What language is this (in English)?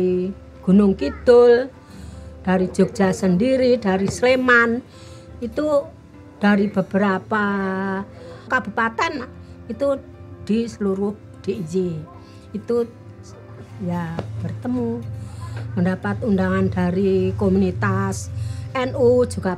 Indonesian